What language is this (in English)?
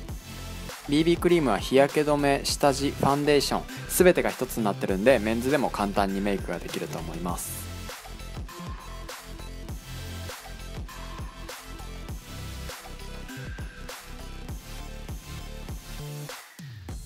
Japanese